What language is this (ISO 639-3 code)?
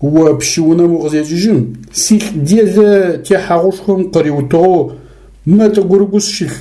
ady